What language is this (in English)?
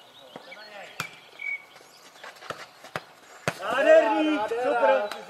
Czech